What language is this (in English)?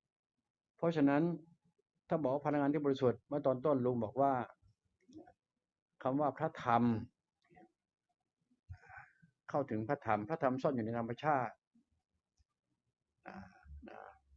Thai